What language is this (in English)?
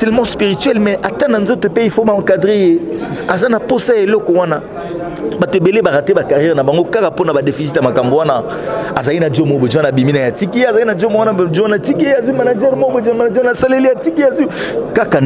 Lingala